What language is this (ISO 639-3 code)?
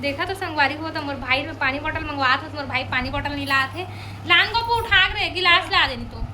hne